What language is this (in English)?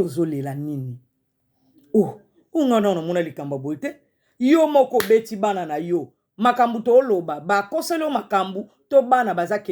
Lingala